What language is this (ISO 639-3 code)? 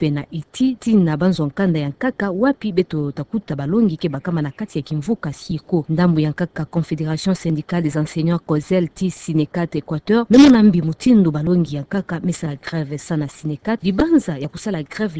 ktu